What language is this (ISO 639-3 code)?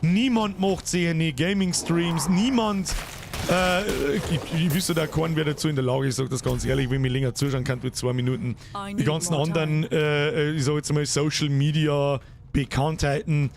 bar